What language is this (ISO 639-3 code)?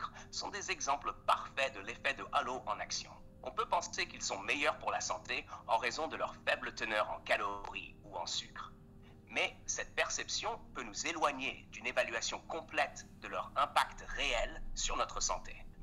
fra